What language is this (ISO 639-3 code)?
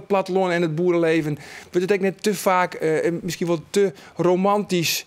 fry